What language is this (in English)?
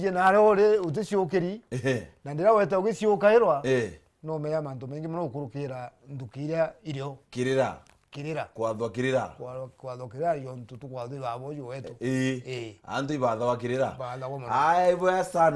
Meru